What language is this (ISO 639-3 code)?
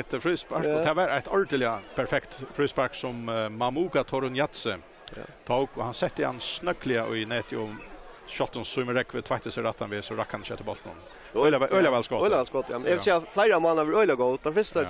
fao